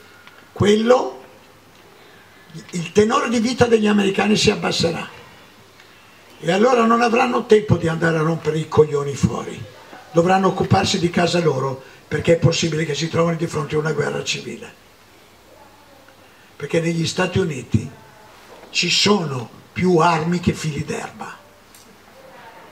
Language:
Italian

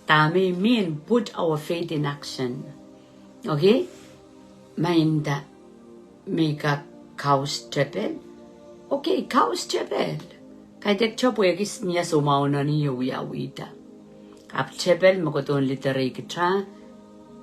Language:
Pohnpeian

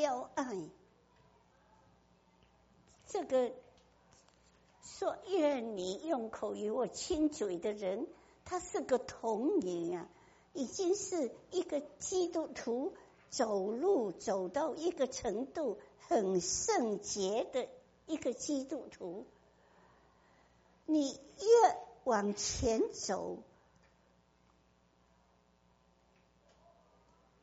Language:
Chinese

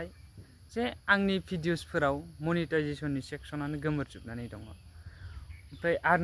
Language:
Bodo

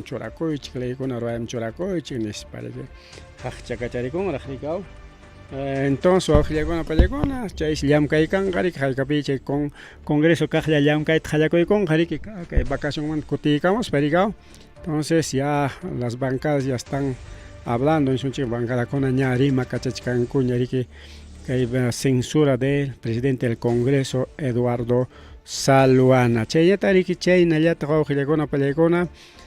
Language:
Ayacucho Quechua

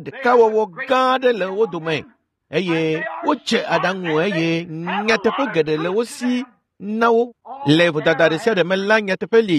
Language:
Ewe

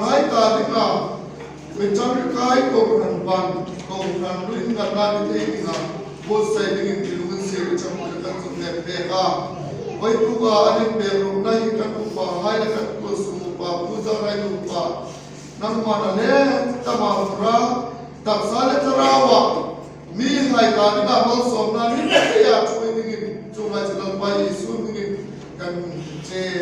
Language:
Hmar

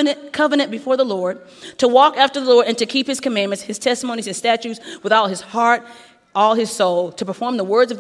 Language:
English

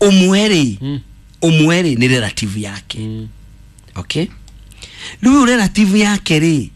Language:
Kikuyu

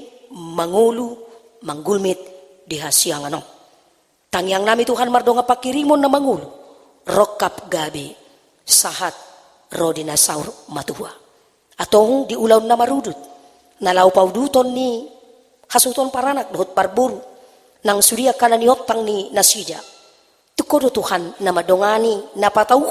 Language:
Batak Toba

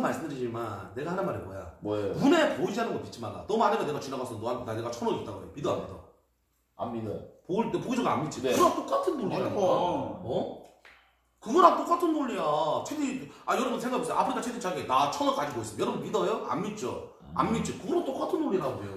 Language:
Korean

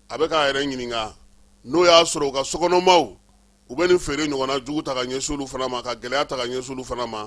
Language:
Bambara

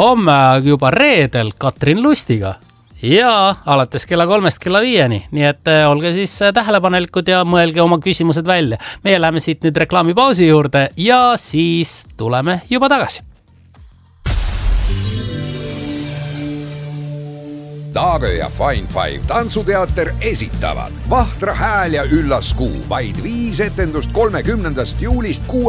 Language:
Estonian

